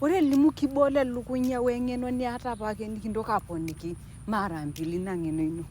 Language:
Masai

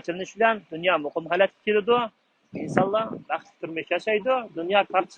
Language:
Uyghur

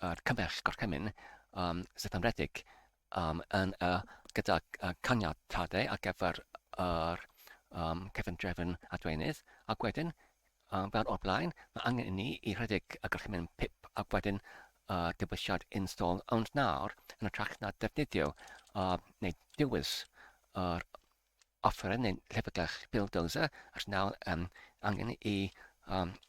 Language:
Welsh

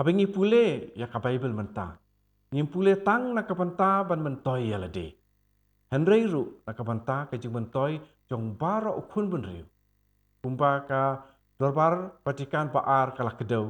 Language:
Khasi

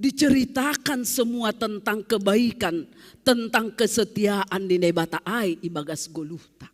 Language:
Batak Simalungun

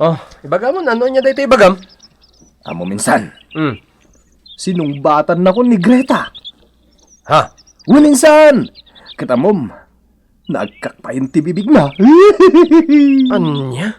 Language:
Iloko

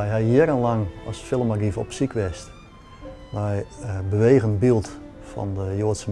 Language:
Western Frisian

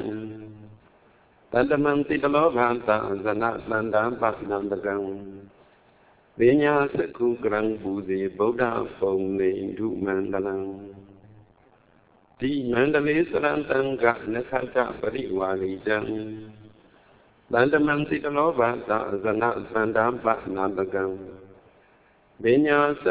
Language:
Burmese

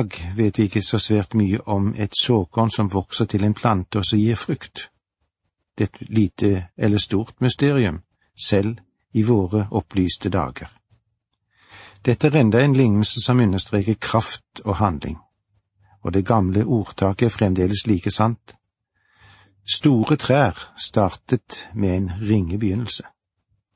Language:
Norwegian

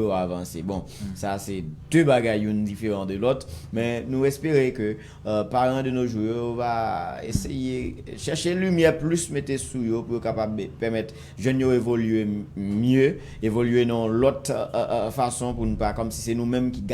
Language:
Haitian Creole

